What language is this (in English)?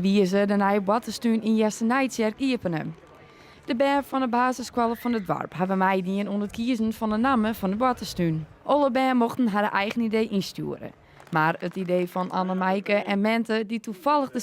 Western Frisian